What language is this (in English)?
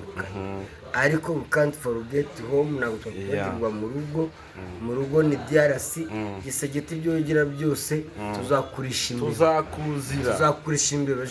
Kinyarwanda